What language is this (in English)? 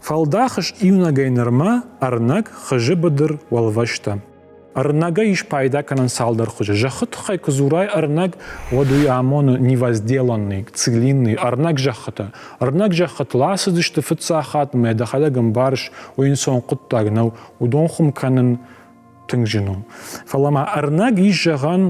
Ossetic